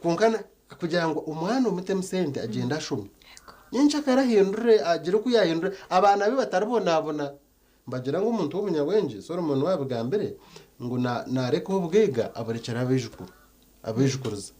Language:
Nyankole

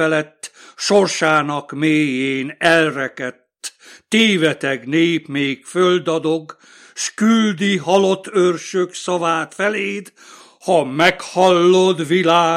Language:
Hungarian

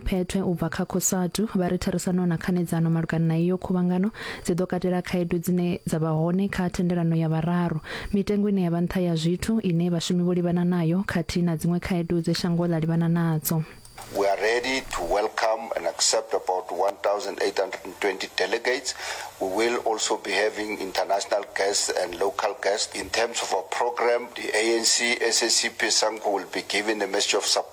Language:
Venda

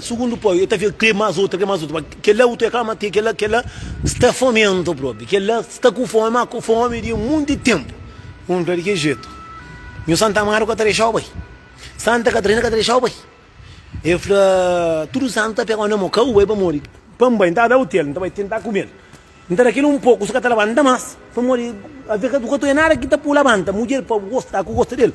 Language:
Kabuverdianu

